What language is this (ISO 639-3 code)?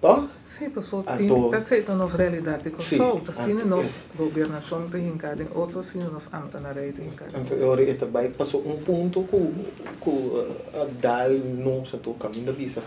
pap